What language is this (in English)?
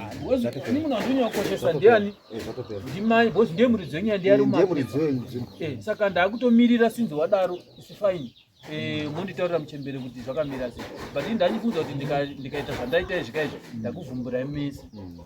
Shona